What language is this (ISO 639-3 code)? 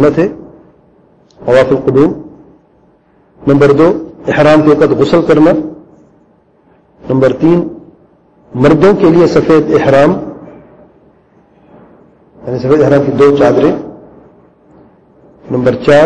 urd